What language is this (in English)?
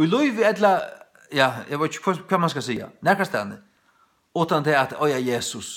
Faroese